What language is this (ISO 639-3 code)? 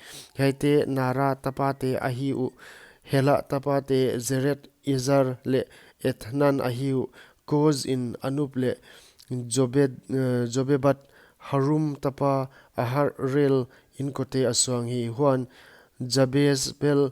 pck